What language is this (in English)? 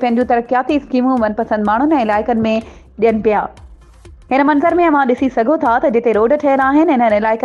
Sindhi